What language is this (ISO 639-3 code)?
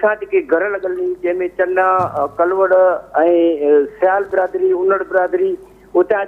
snd